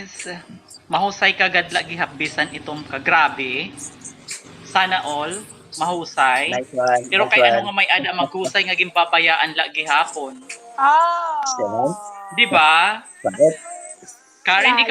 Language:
Waray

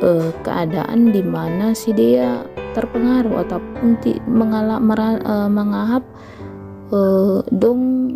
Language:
Batak Simalungun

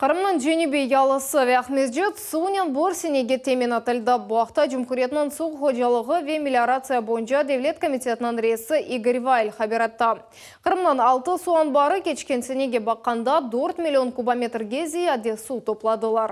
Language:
Crimean Tatar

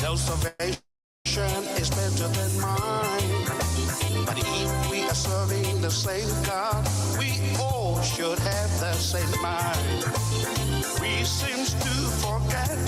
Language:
Gilbertese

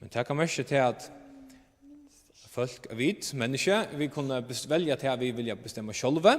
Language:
Faroese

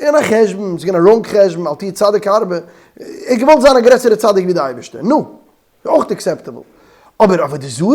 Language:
Yiddish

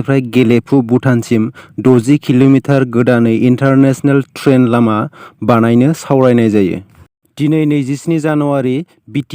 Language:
Bodo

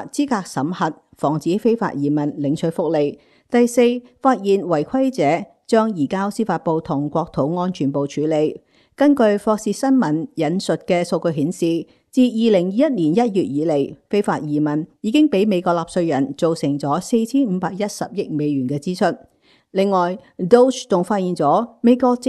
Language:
Cantonese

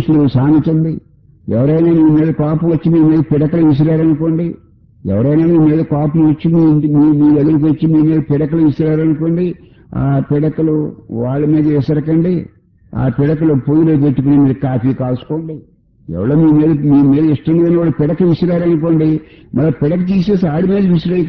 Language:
Telugu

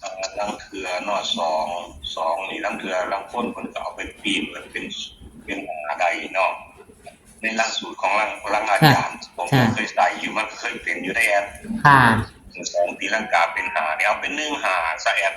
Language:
Northeastern Thai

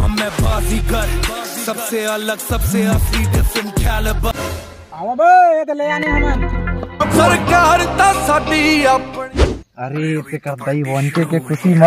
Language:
Chhattisgarhi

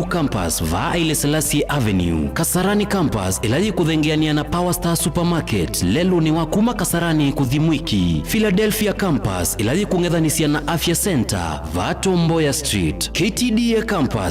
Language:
Kamba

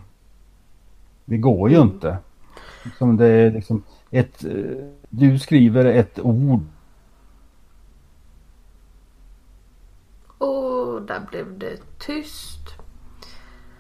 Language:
Swedish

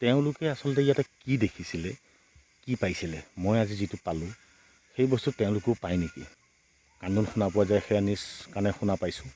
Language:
Assamese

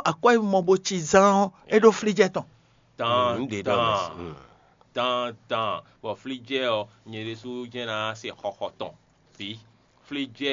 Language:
Fon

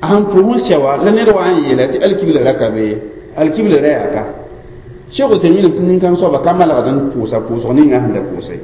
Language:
Mossi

